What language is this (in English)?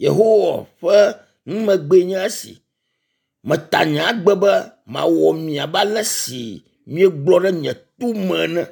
Ewe